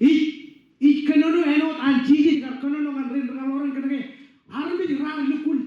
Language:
Marshallese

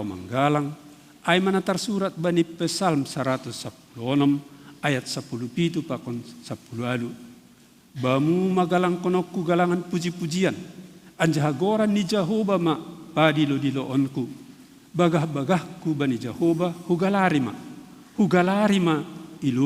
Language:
Batak Simalungun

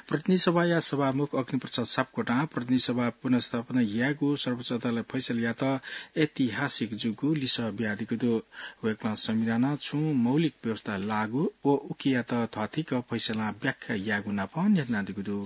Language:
Newari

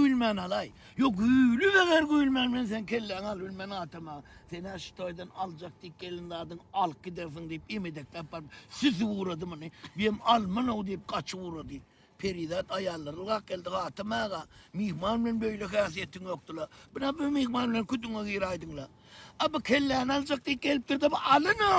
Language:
Turkmen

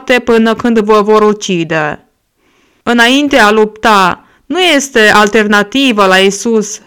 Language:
Romanian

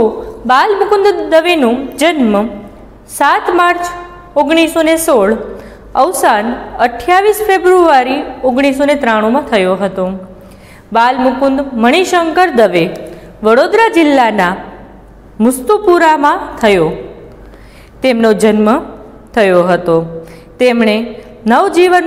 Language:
Gujarati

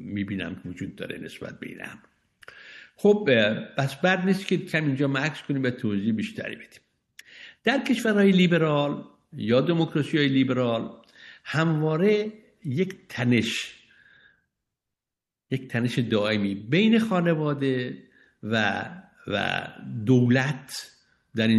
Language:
Persian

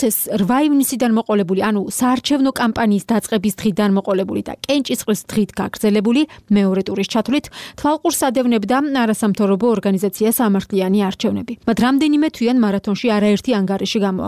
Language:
Georgian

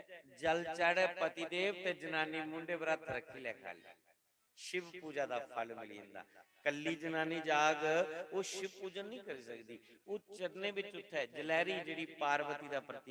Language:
Dogri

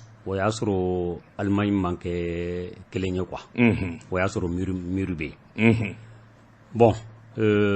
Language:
Bambara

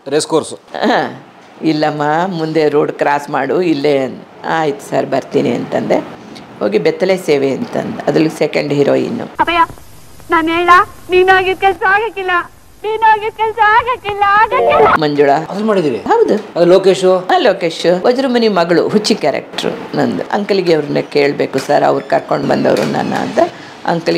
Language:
Kannada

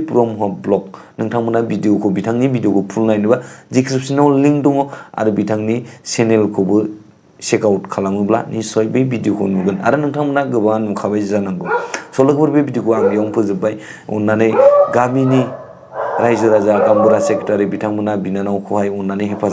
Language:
Bodo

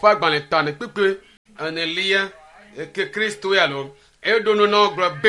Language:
Ewe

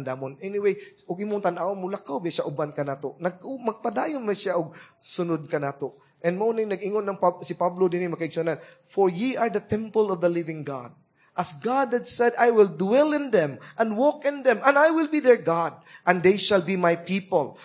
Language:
Cebuano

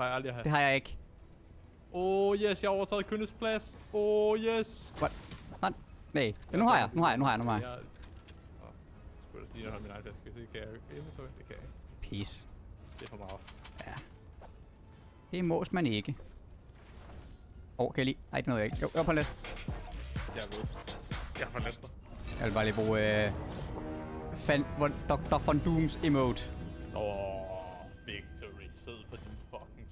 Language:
Danish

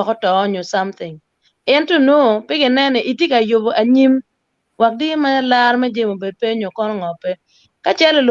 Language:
Acoli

